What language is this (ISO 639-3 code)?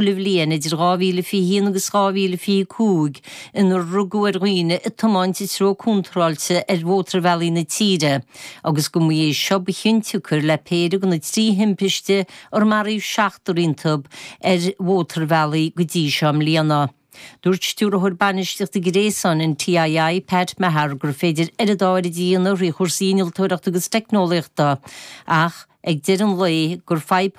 gle